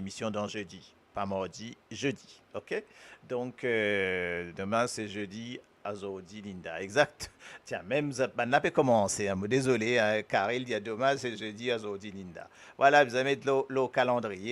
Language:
Morisyen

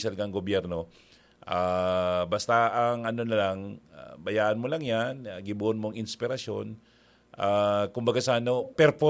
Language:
Bikol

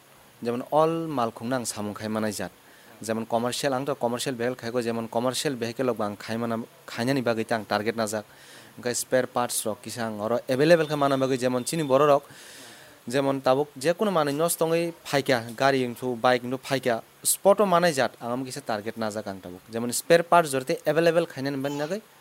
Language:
Kok Borok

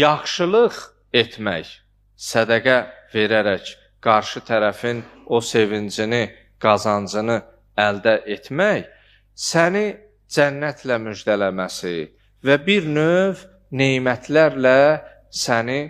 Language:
Azerbaijani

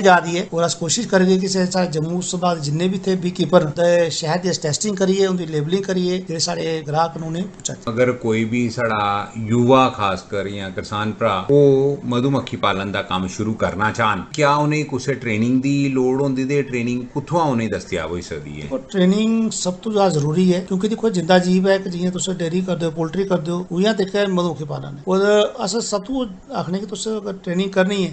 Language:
Dogri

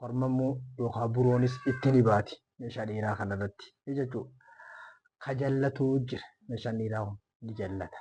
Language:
Oromo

